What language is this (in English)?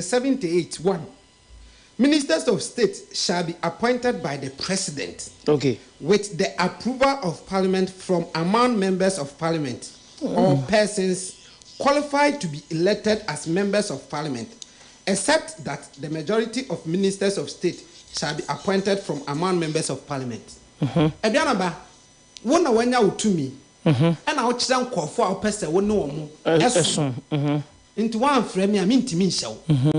Akan